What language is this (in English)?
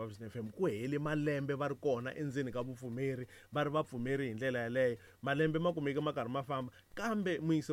Tsonga